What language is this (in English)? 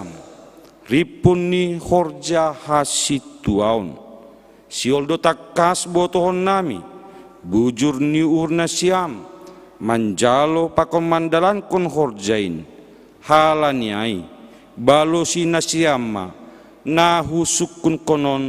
Batak Simalungun